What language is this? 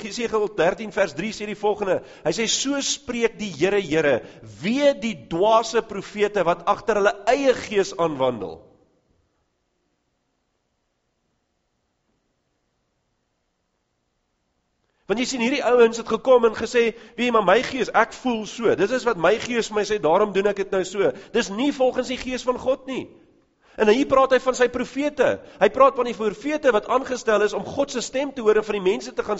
Afrikaans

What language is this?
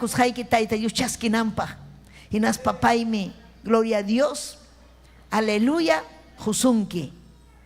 Ayacucho Quechua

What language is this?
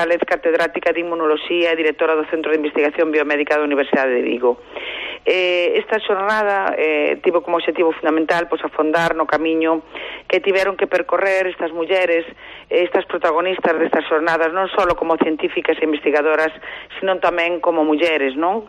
Galician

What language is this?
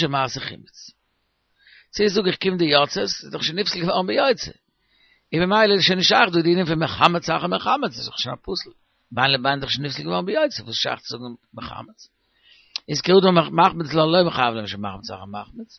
Yiddish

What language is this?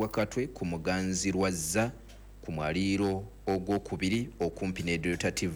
Ganda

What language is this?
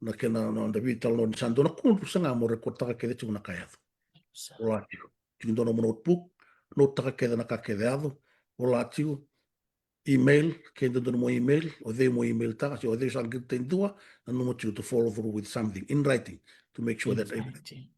Fijian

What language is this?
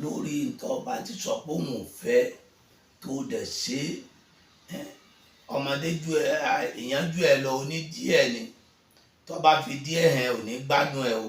Yoruba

